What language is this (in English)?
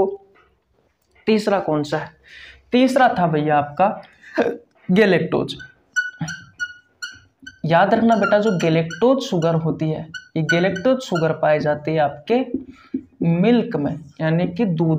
Hindi